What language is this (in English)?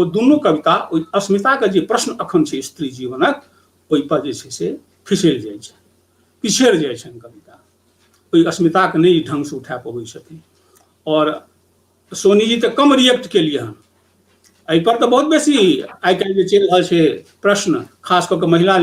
Maithili